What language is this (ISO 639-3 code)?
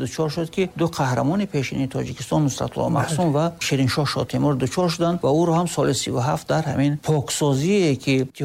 tgk